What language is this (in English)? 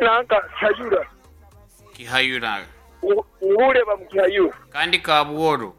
Nyankole